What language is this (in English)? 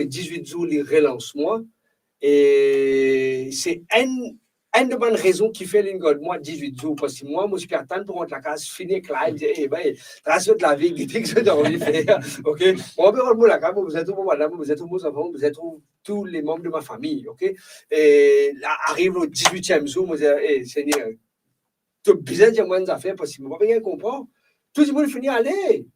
Morisyen